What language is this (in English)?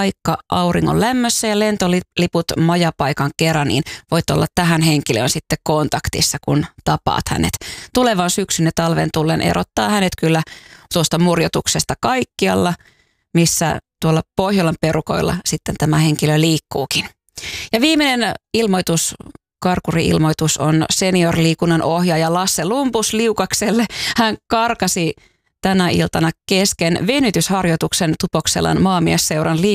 Finnish